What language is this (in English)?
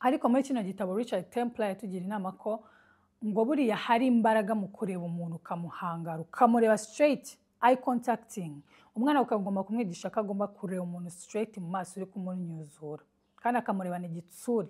Kinyarwanda